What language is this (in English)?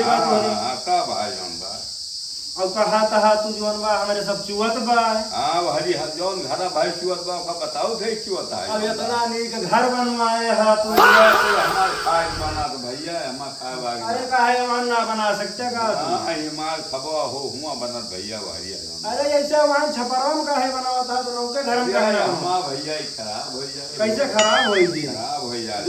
Awadhi